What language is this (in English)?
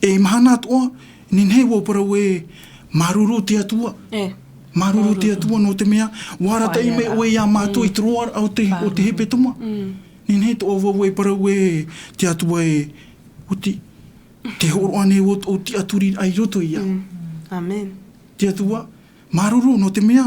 Tahitian